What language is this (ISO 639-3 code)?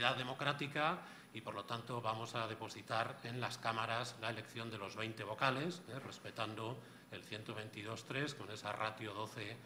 spa